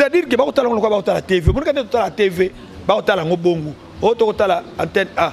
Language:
Lingala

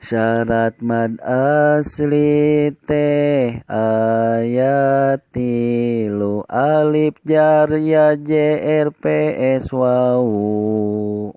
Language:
Sundanese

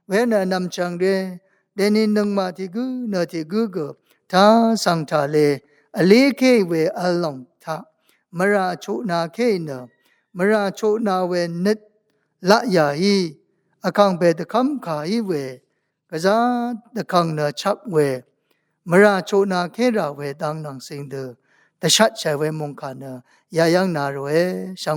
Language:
Rawang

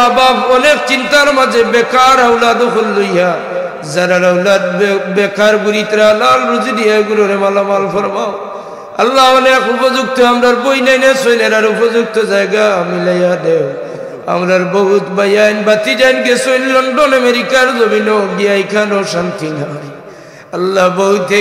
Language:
Sylheti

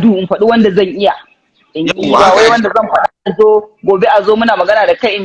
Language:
Hausa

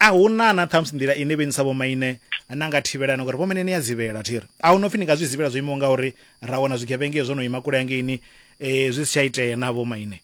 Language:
Venda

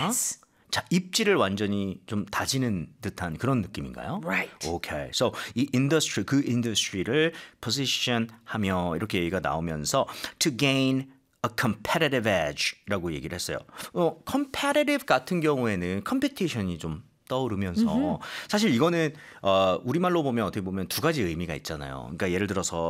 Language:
Korean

